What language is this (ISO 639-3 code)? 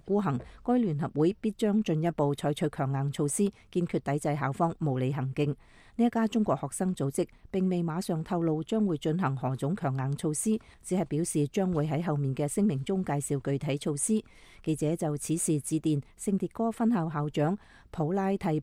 yue